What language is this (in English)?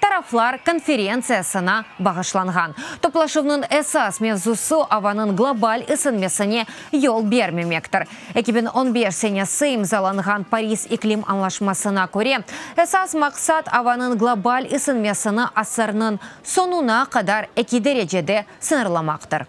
Crimean Tatar